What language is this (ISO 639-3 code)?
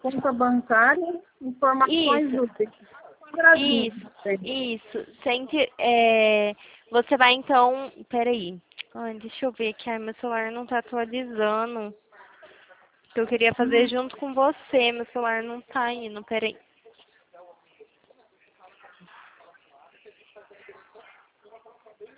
por